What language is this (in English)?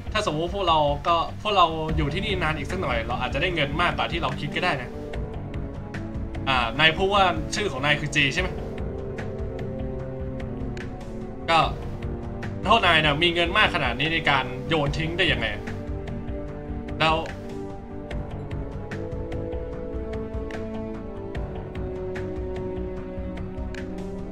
Thai